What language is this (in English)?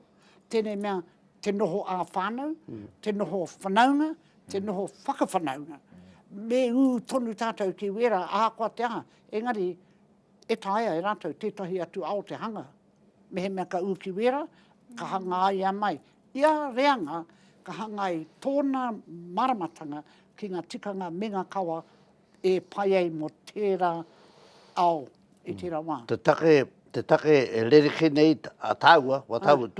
Māori